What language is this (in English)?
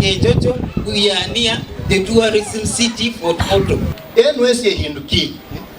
Nyankole